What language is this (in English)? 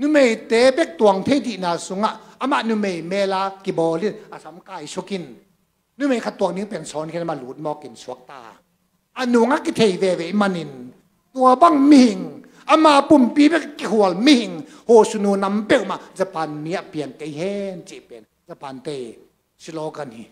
Tedim Chin